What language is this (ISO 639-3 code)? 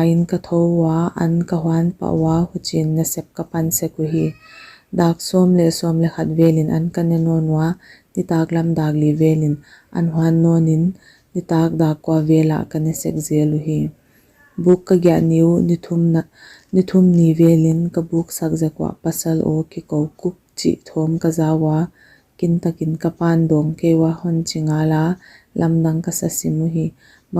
pck